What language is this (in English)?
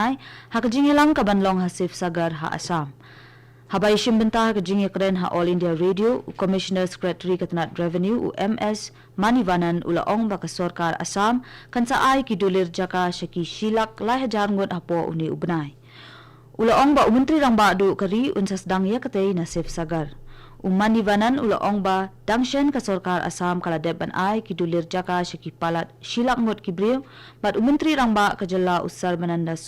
Khasi